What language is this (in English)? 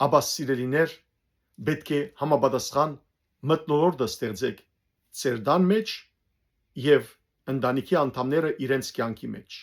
Western Armenian